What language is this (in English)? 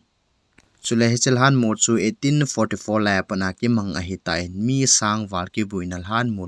Thado Chin